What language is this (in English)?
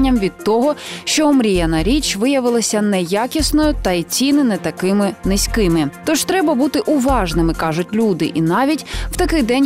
Ukrainian